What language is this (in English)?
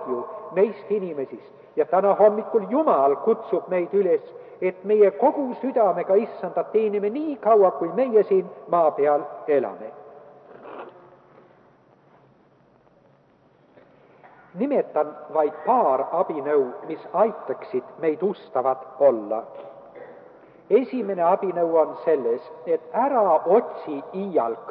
Estonian